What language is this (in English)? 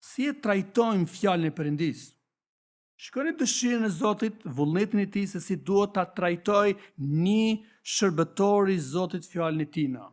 Albanian